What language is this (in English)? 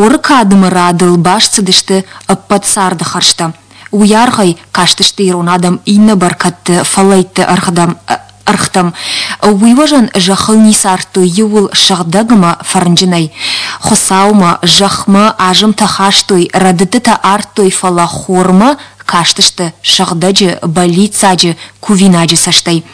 Ossetic